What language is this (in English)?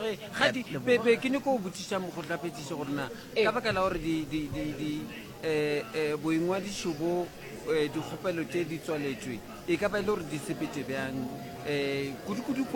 Northern Sotho